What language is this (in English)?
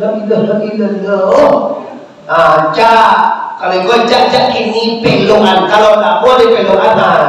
Minangkabau